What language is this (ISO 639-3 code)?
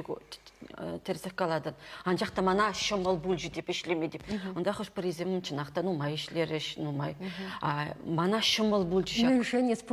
chv